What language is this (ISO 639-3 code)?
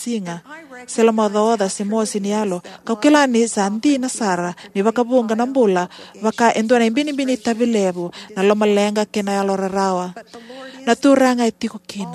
fij